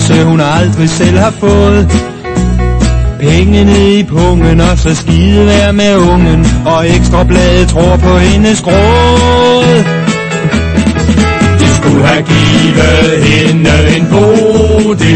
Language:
Danish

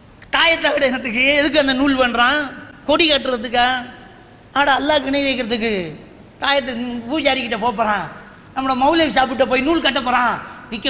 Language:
Tamil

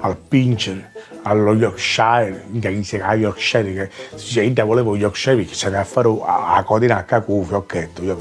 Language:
Sicilian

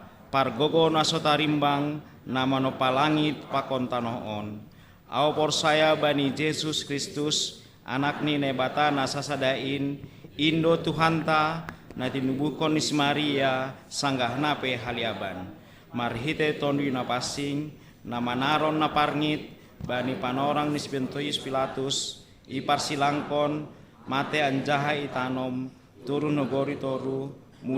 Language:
Batak Simalungun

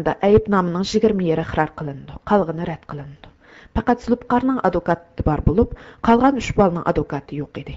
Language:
Uyghur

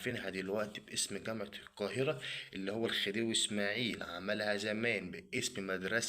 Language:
Egyptian Arabic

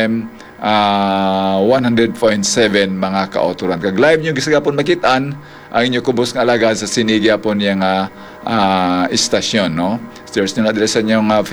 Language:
Hiligaynon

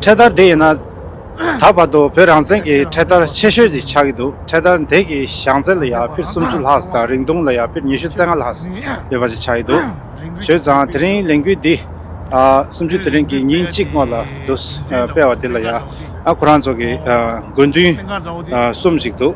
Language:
Tibetan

